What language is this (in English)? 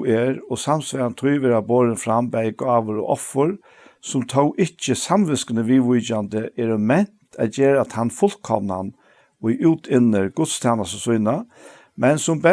Faroese